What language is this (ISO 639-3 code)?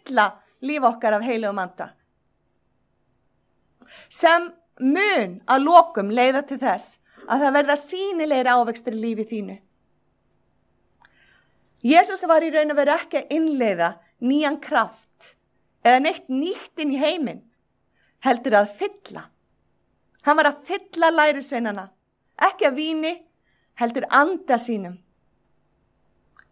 isl